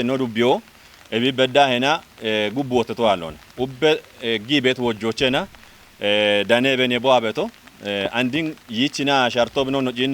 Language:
Kafa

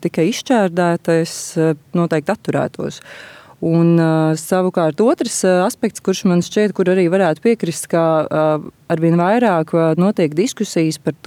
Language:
Latvian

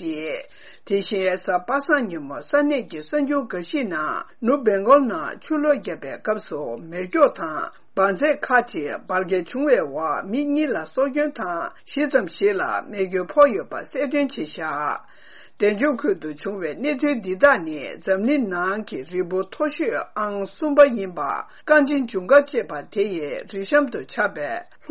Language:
Tibetan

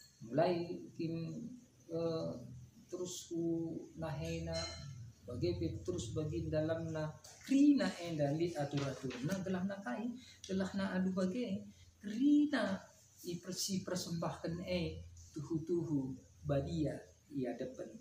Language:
Batak Karo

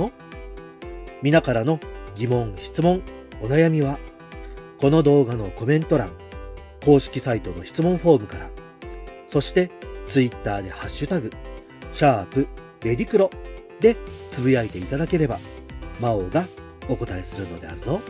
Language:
Japanese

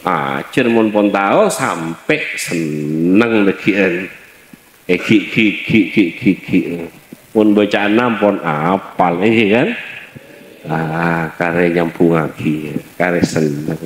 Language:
Madurese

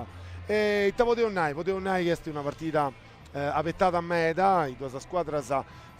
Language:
Sardinian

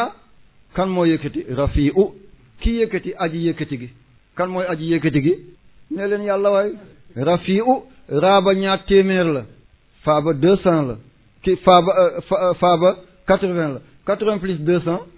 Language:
Wolof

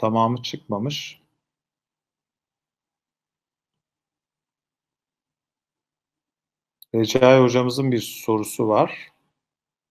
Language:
Turkish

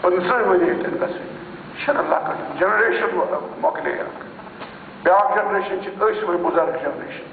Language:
Kashmiri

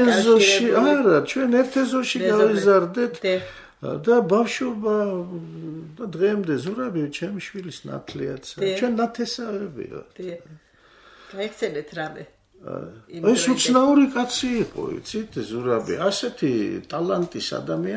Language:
Georgian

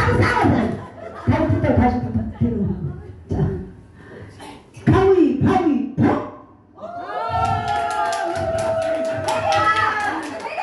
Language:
Korean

